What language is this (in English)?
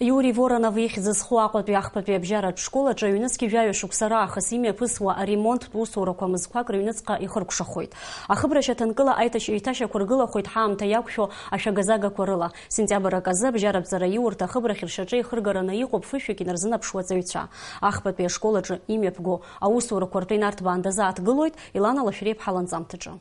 Abkhazian